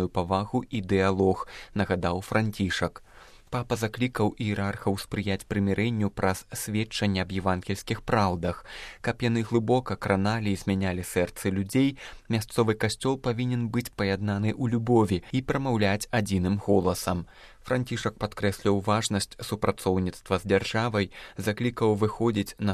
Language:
Belarusian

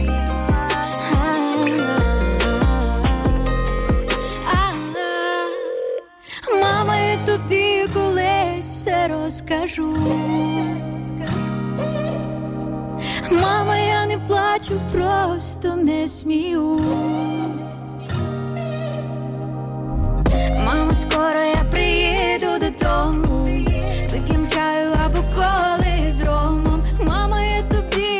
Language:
Ukrainian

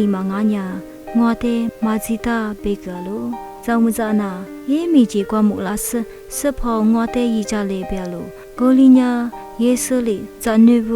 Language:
Lisu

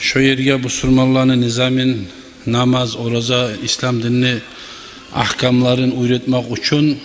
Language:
Kumyk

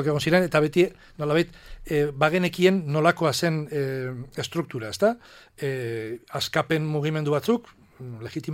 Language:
Basque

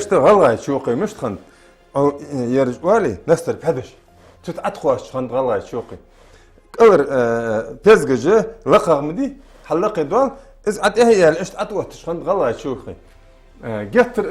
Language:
Ingush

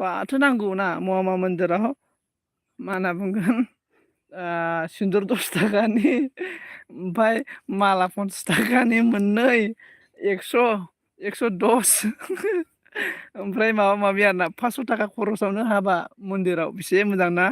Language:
Bodo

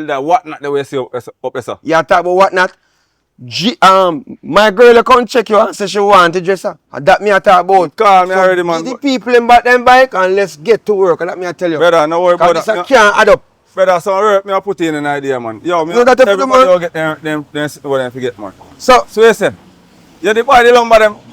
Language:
Jamaican Creole English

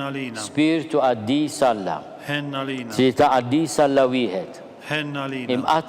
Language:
Maltese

